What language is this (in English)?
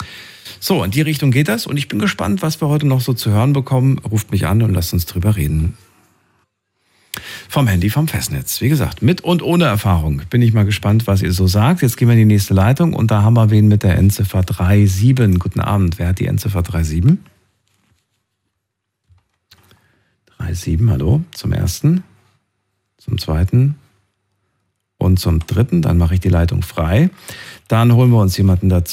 German